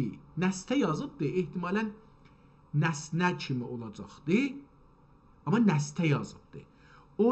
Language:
South Azerbaijani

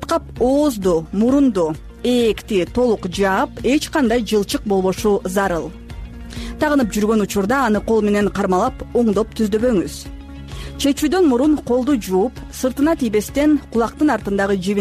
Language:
Kyrgyz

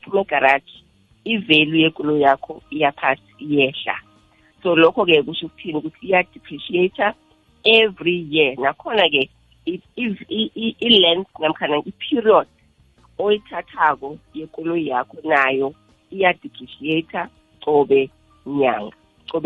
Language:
South Ndebele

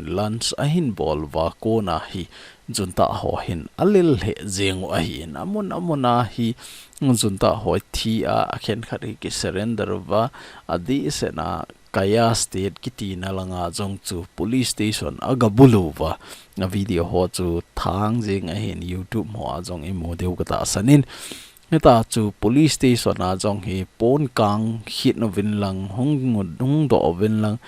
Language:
Thado Chin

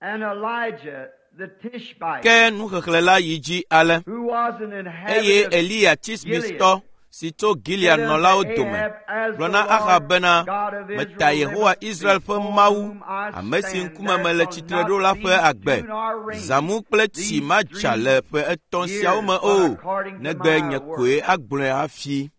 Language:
Ewe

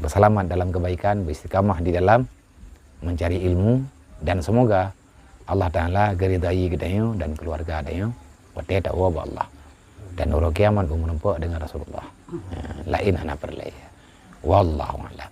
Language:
Achinese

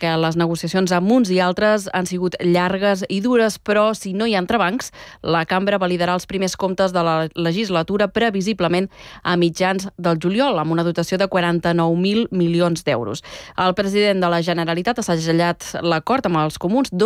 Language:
Catalan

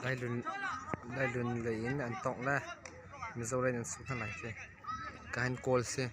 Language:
Hakha Chin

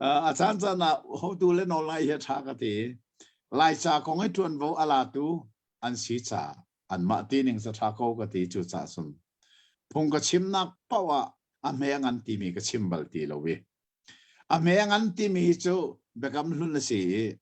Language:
Hakha Chin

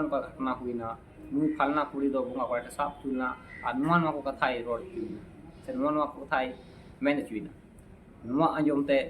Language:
Santali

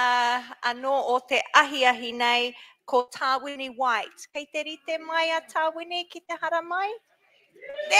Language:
Māori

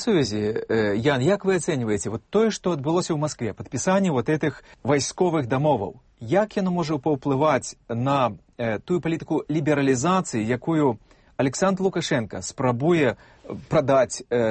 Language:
Belarusian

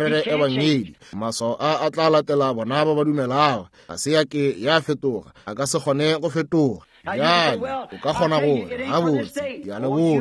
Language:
Northern Sotho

